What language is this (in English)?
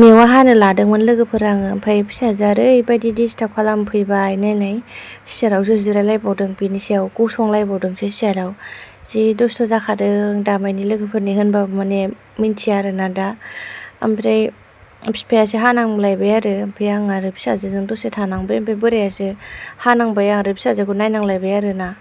Bodo